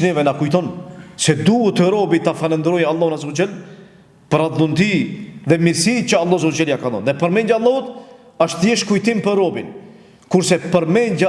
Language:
Albanian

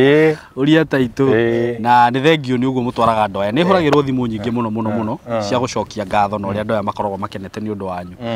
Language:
Kikuyu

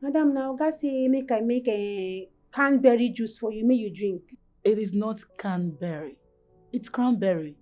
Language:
Nigerian Pidgin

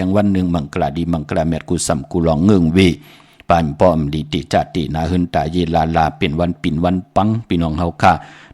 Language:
Shan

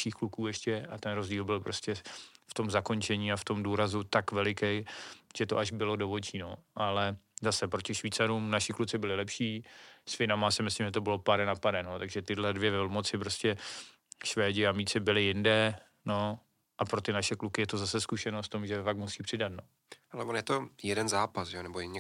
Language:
Czech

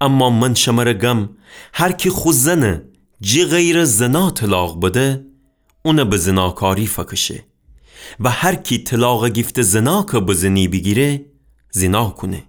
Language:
Gilaki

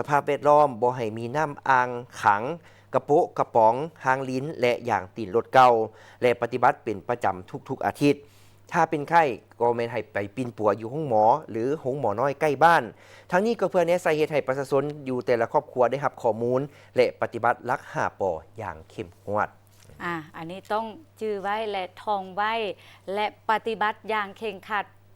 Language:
Lao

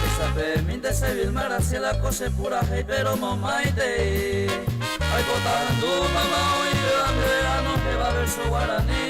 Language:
Guarani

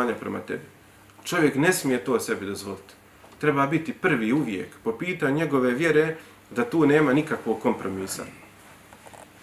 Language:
Bosnian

